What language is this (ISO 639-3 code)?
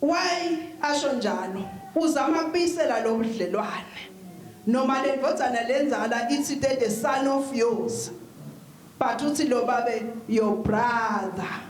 ssw